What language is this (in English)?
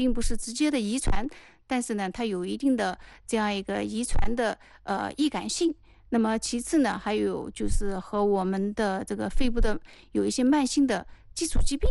Chinese